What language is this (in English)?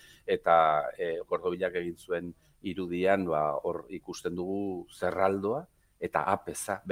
Basque